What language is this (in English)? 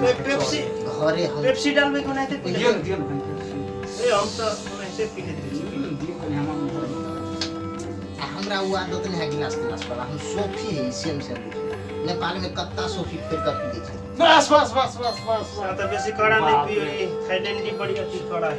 Maithili